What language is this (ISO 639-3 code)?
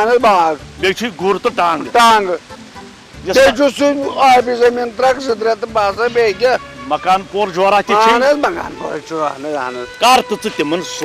kas